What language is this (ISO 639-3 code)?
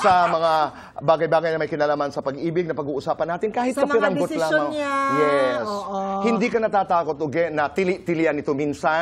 fil